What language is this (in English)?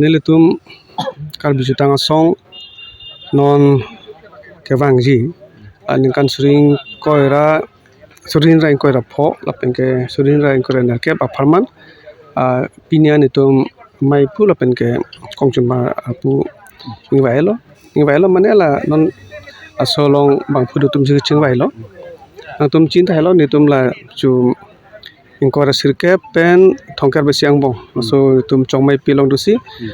Karbi